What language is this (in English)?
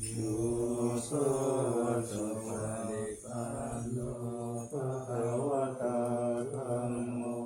Pali